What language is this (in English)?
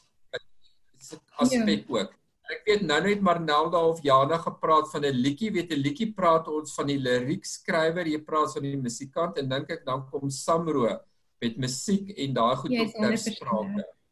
Afrikaans